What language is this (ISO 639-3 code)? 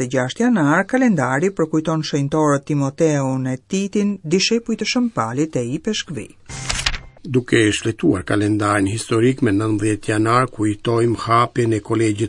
sqi